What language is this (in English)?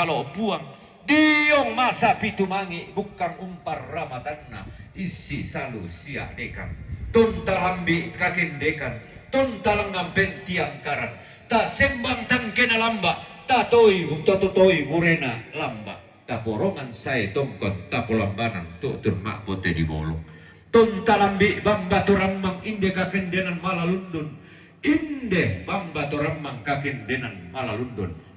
Toraja-Sa'dan